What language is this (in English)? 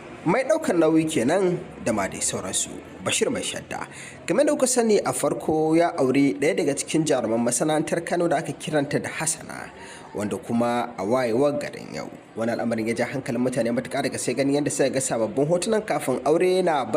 Hausa